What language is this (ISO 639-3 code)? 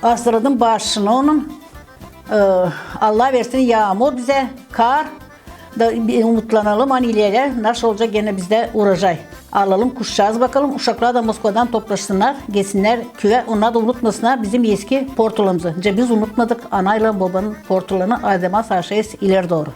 gag